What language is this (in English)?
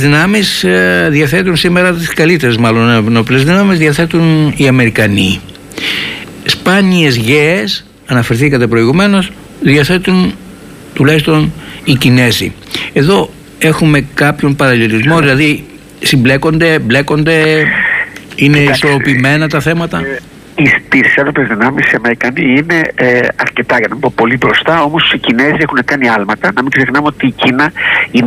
Greek